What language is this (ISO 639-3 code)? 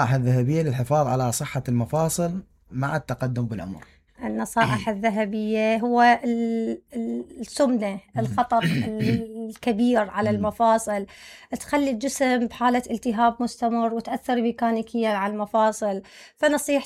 acm